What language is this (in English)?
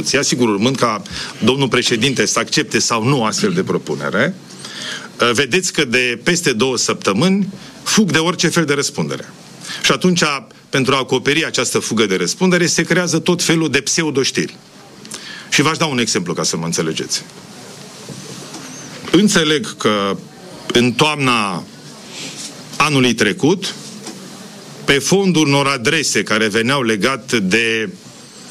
Romanian